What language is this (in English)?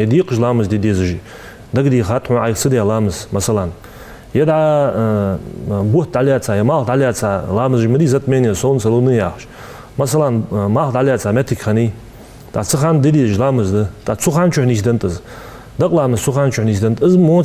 Ingush